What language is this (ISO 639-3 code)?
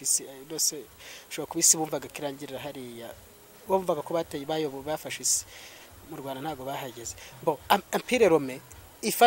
kin